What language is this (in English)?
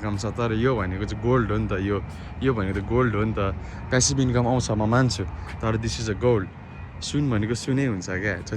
Nepali